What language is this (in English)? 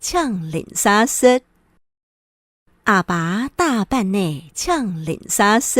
Hakka Chinese